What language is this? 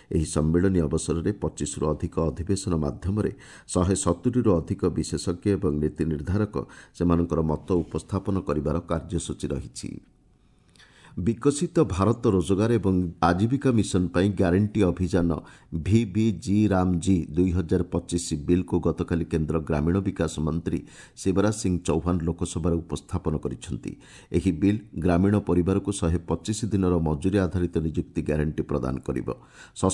Odia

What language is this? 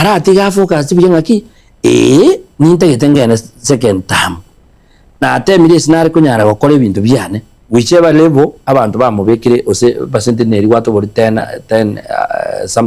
Gusii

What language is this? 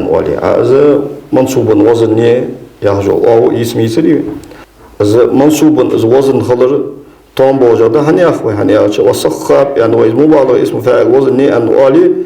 Ingush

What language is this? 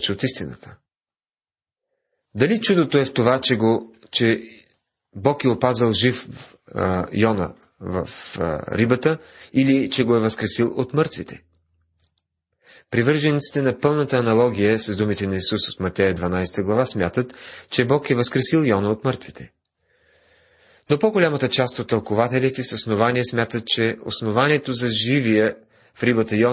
Bulgarian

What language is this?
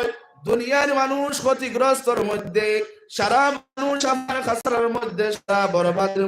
Sylheti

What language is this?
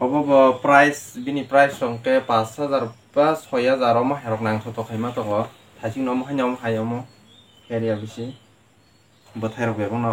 Kok Borok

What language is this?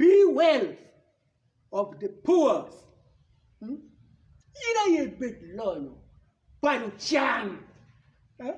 Acoli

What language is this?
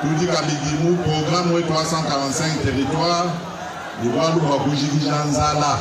Luba-Lulua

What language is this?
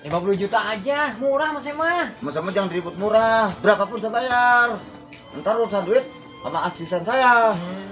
Betawi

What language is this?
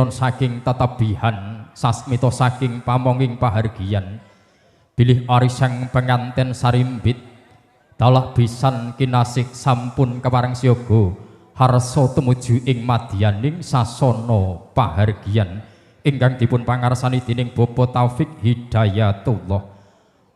Javanese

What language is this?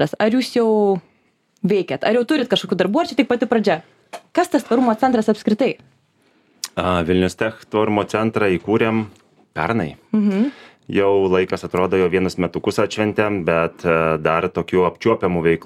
Lithuanian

